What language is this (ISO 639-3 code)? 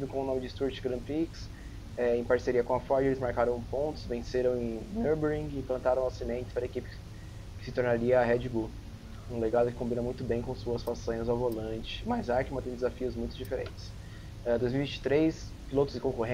por